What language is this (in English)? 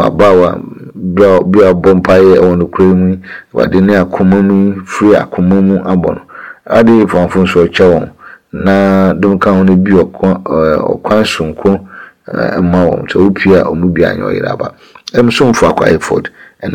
Akan